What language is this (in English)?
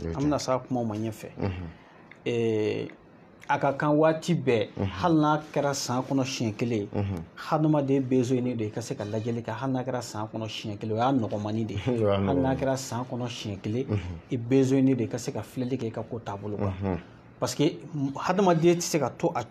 Bambara